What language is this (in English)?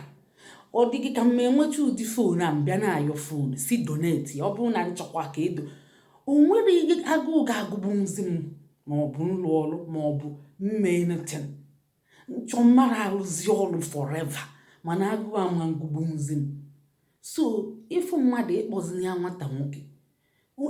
Igbo